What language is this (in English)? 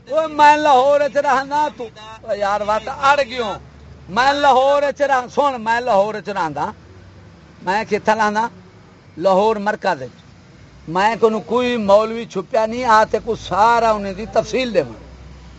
Saraiki